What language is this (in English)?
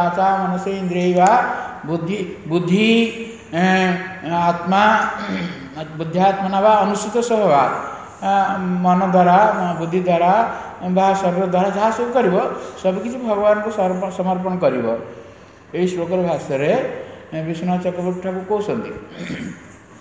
Odia